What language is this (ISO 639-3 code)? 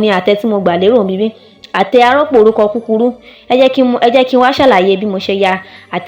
yor